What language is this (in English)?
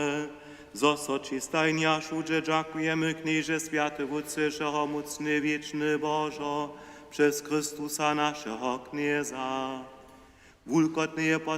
Upper Sorbian